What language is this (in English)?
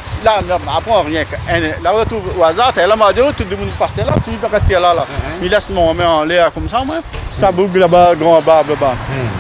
Réunion Creole French